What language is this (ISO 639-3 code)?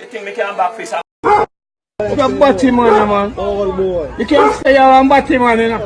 jam